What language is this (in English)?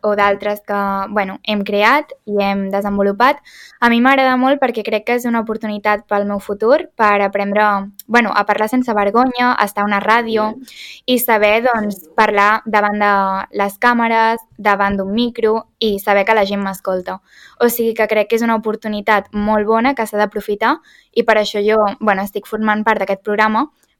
Catalan